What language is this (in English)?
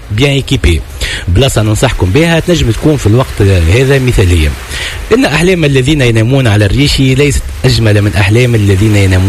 Tunisian Arabic